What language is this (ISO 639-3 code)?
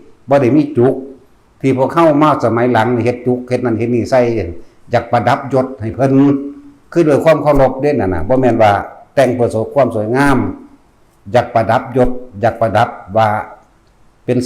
lao